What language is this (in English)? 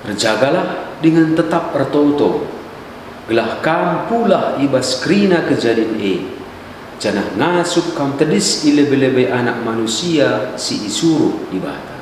Batak Karo